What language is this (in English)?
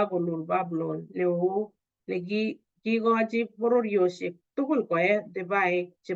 Kalenjin